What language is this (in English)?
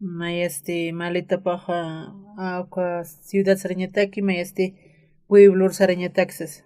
Aymara